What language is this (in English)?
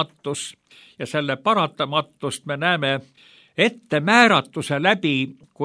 Estonian